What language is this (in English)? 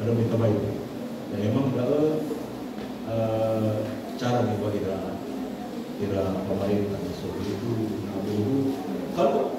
Nias